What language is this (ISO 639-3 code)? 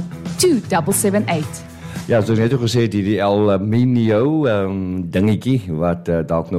afr